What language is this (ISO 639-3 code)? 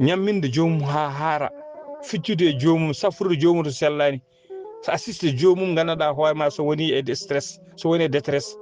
ful